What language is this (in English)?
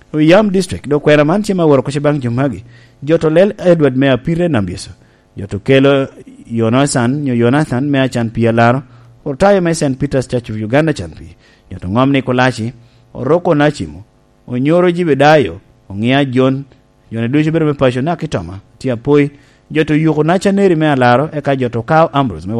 Lango (Uganda)